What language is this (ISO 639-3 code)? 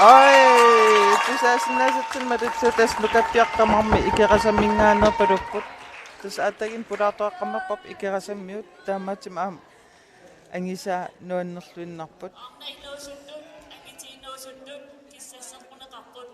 kal